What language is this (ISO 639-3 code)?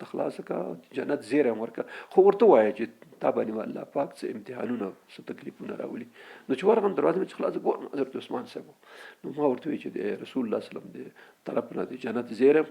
pus